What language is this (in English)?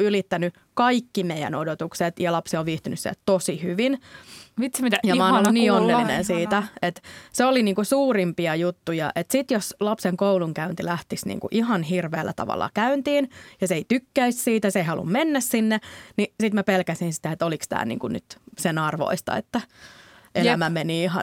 Finnish